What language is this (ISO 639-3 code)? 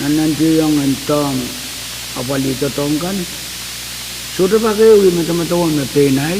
pon